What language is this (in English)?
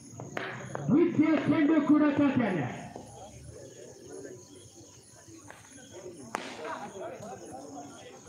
Kannada